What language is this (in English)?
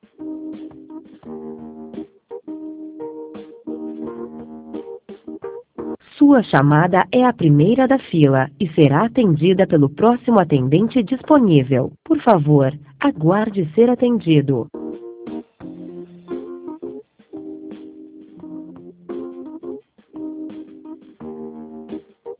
Portuguese